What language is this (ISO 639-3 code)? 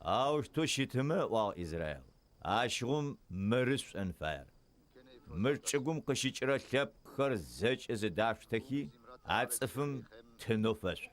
ady